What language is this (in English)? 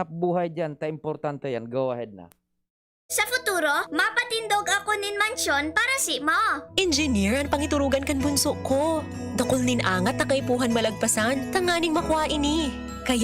Bikol